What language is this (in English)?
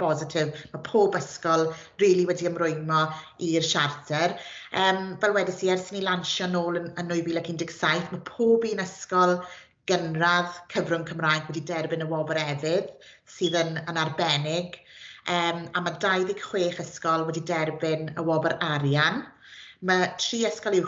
Welsh